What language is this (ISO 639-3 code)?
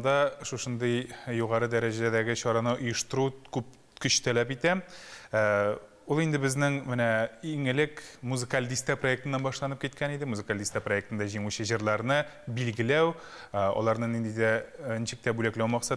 tat